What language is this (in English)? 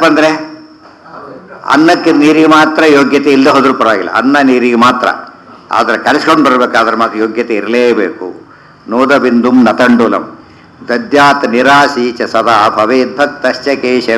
Kannada